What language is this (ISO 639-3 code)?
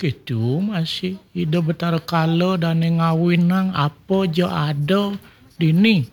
ban